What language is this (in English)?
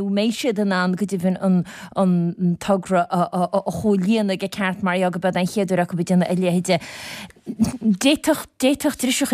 Irish